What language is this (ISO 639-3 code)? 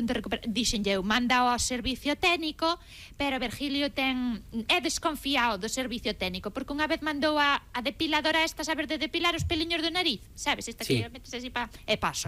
glg